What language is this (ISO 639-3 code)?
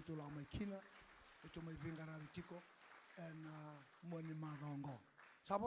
fij